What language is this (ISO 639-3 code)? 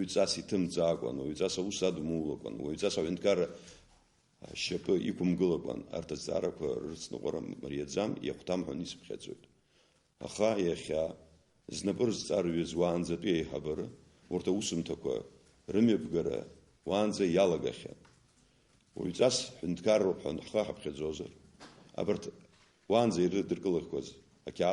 abk